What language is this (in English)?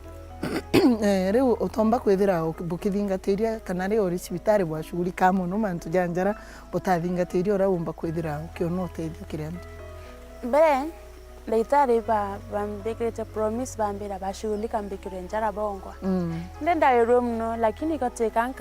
Meru